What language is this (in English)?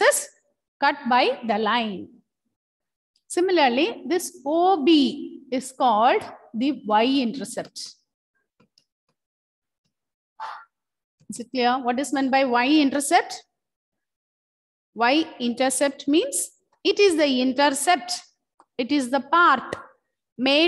English